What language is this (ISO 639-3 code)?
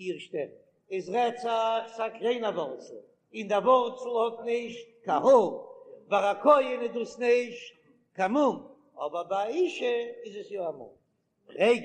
yid